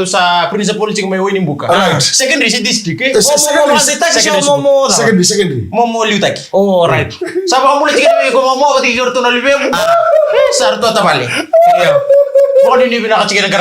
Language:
Fijian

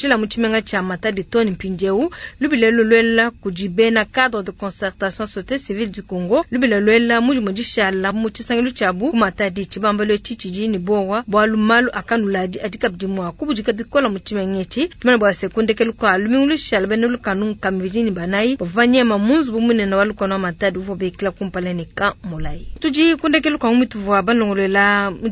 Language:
Luba-Lulua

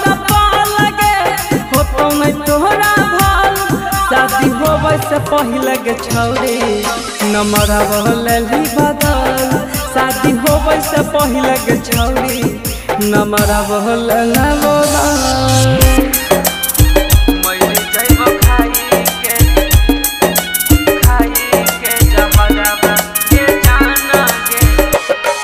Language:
Bhojpuri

